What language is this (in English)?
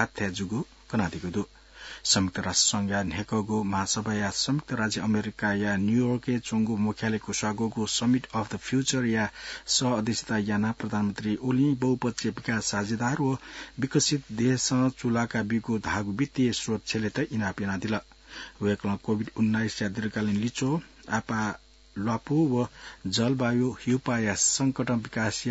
Newari